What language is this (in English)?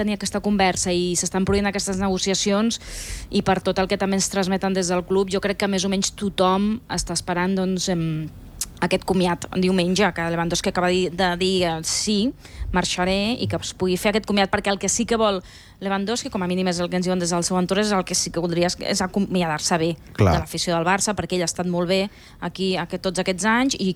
Catalan